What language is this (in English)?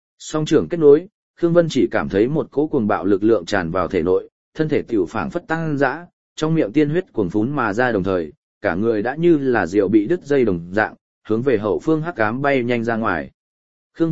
Vietnamese